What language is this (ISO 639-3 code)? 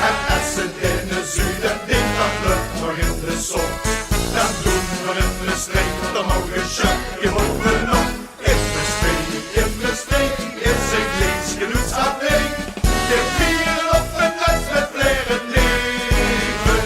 lim